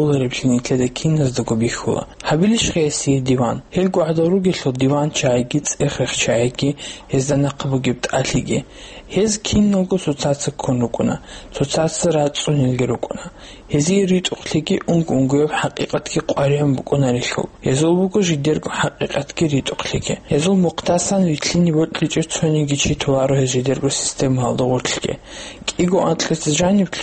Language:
Avaric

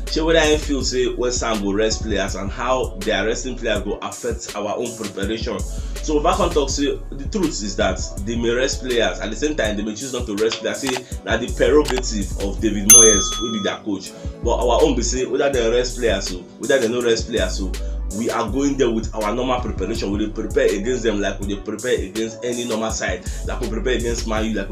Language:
Nigerian Pidgin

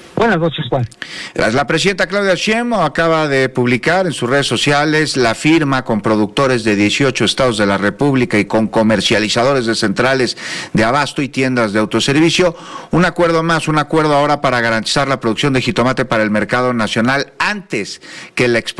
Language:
Spanish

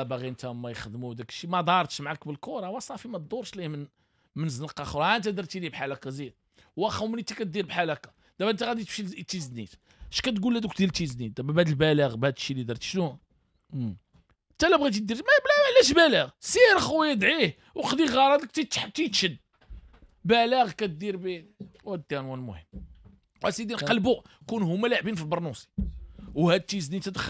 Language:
Moroccan Arabic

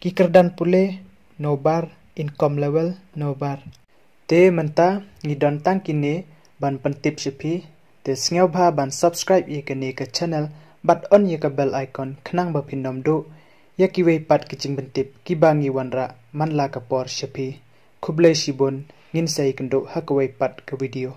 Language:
Khasi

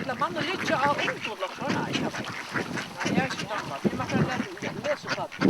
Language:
Faroese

